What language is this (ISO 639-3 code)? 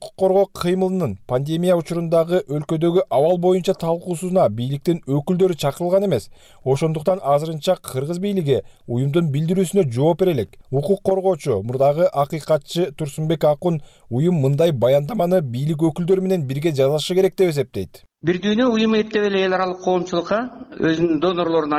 kir